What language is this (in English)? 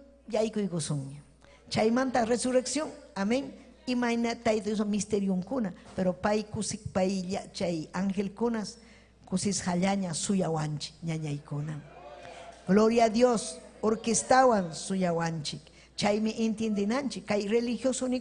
Ayacucho Quechua